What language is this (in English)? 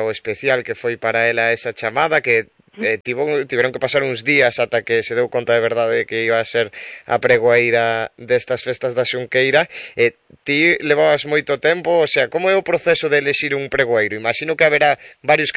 Galician